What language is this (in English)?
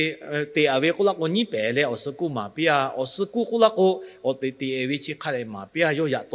Lahu